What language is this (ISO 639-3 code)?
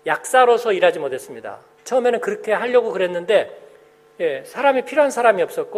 kor